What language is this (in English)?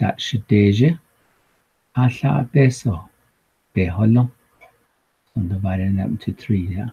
Navajo